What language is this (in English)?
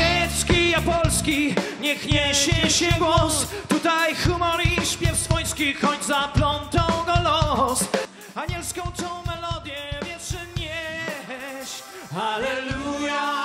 Silesian